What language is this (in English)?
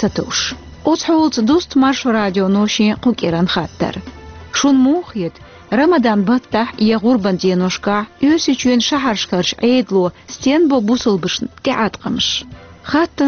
Chechen